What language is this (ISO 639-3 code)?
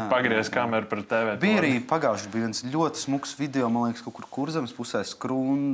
lav